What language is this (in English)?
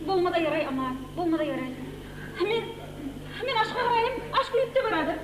Kumyk